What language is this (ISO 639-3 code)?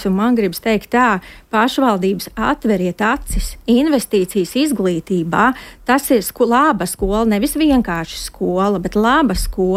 lav